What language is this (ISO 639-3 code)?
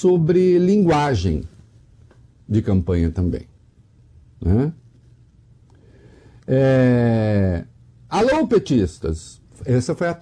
por